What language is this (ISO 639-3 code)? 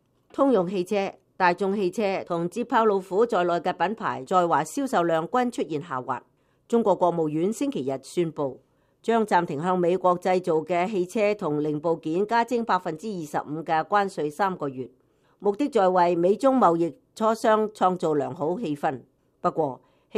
yue